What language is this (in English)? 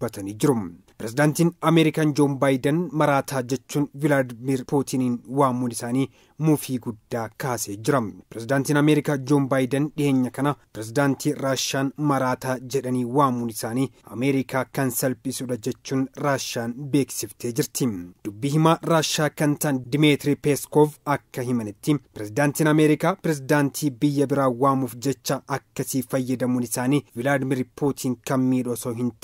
Oromo